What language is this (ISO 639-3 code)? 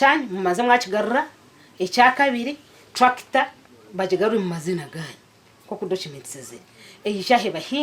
nyn